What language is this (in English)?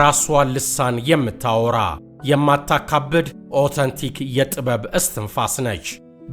Amharic